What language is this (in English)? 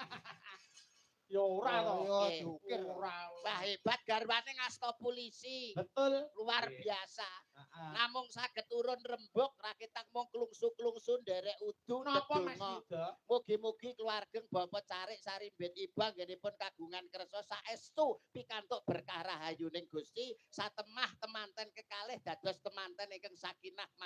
Javanese